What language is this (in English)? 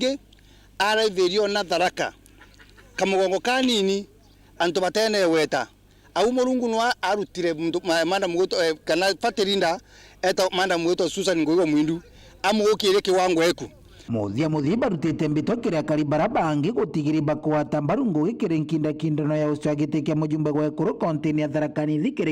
Meru